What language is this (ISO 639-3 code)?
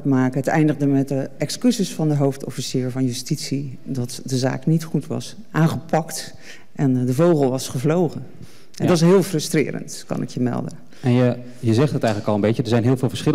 nld